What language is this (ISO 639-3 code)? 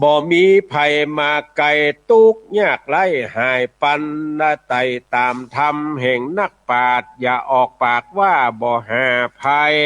nod